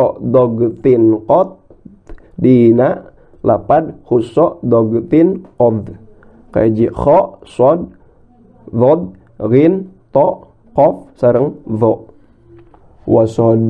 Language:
Sundanese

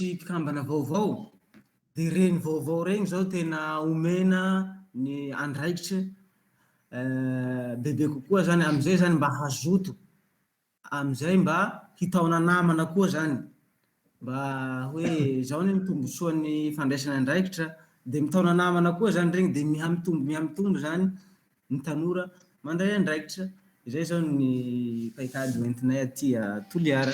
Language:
Malagasy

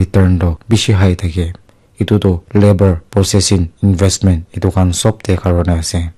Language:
Naga Pidgin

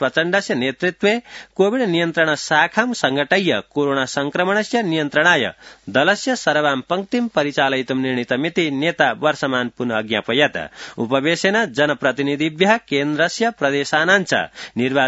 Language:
Sanskrit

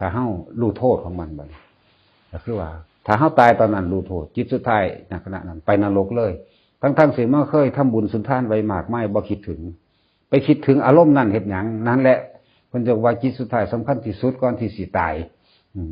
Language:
Northeastern Thai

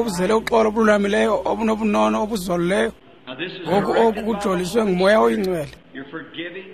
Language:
Xhosa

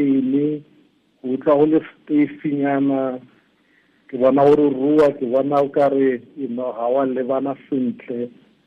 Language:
Tswana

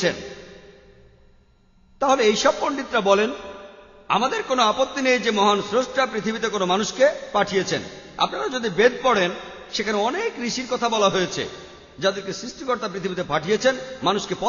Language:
Bangla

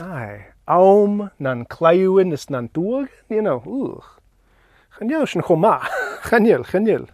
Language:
Scottish Gaelic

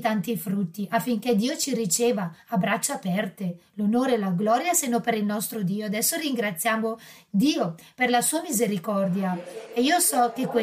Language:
Italian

